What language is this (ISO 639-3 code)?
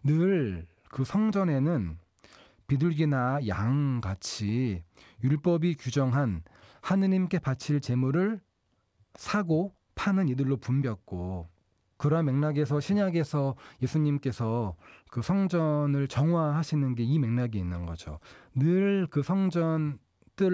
kor